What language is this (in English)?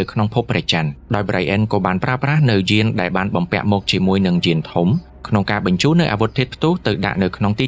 Khmer